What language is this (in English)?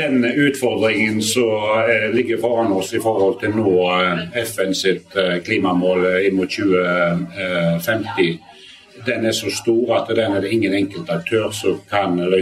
Norwegian